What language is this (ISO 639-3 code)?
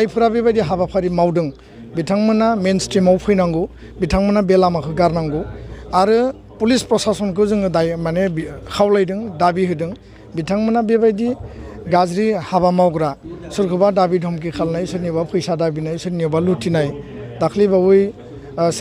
brx